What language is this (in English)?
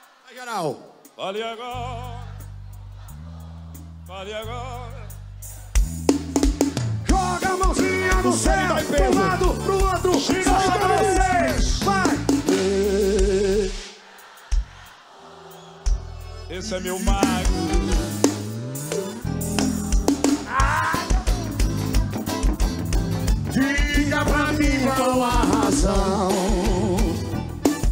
Portuguese